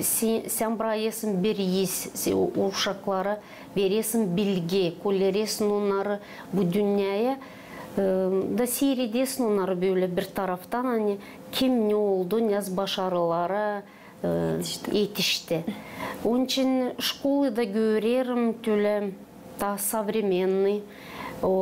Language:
Gagauz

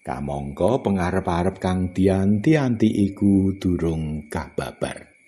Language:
Javanese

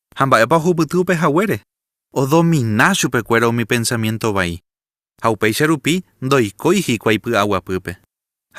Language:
Guarani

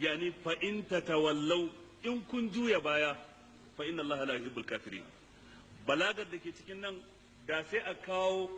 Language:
Hausa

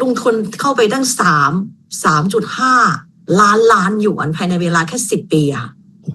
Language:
Thai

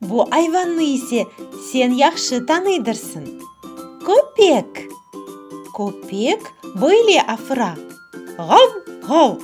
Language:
Crimean Tatar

